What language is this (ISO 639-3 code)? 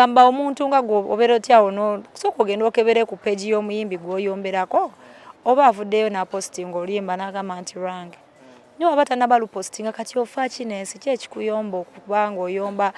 lug